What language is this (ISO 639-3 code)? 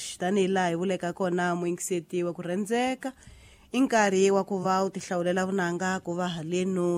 tso